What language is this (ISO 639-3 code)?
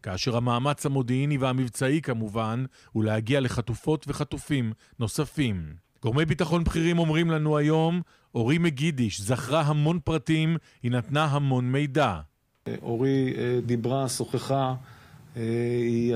heb